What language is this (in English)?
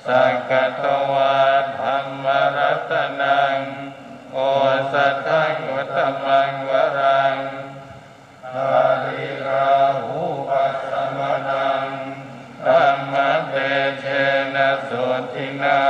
Pali